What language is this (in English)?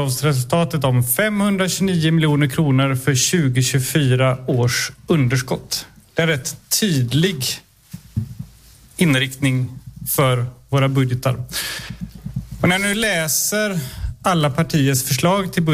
Swedish